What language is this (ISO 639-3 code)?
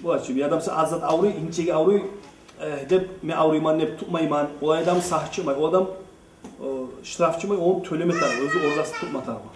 kum